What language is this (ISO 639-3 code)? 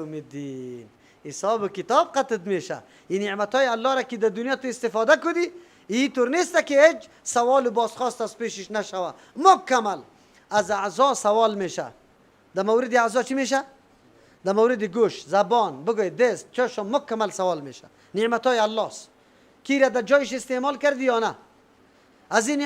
fas